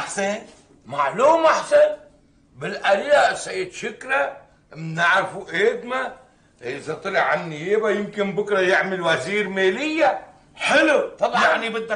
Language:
North Levantine Arabic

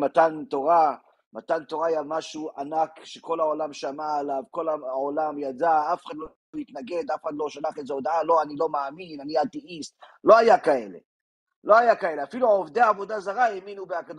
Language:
Hebrew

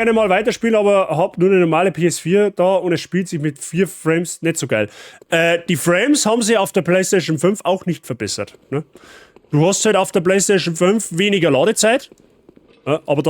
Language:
Bavarian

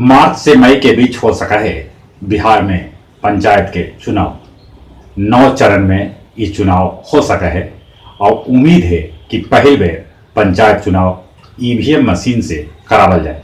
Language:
Magahi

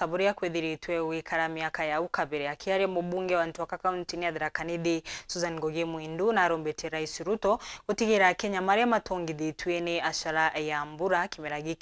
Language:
Meru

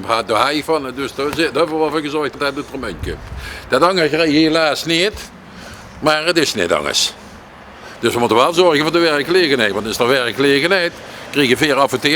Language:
Limburgish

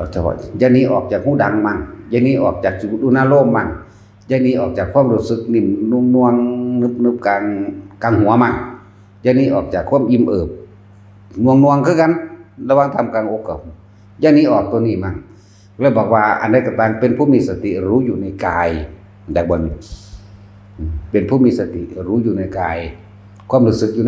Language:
Northeastern Thai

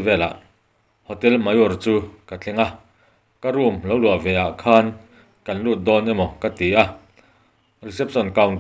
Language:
Mizo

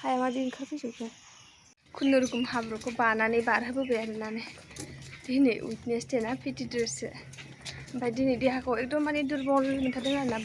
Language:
Bodo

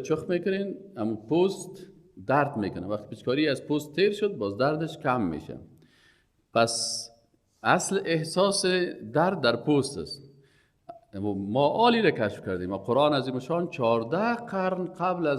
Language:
Persian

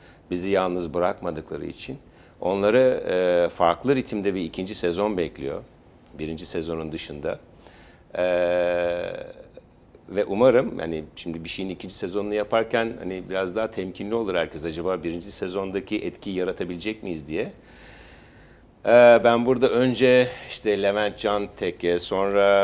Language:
Turkish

